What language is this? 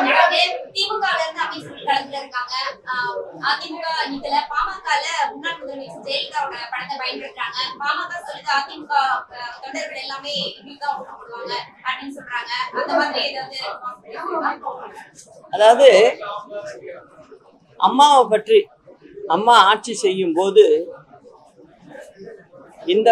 Tamil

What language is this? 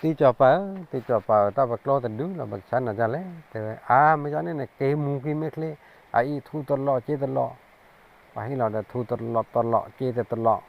S'gaw Karen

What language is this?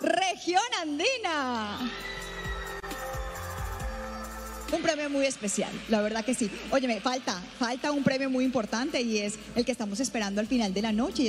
Spanish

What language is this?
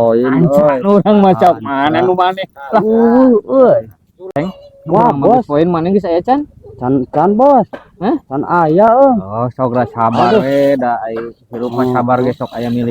Sundanese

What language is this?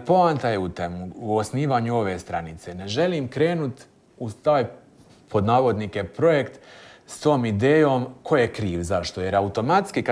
Croatian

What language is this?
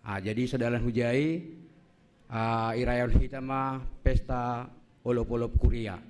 Batak Simalungun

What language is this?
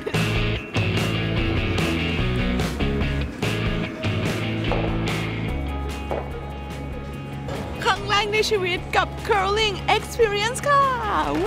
Thai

